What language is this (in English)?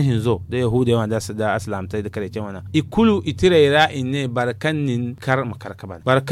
Zarma